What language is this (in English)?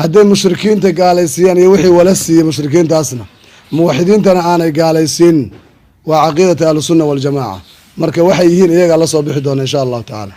Somali